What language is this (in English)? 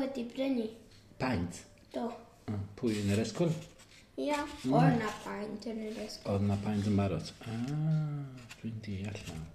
Welsh